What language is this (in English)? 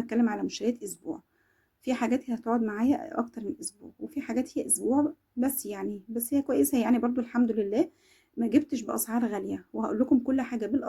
Egyptian Arabic